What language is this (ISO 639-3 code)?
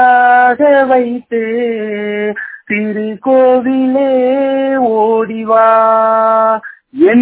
tam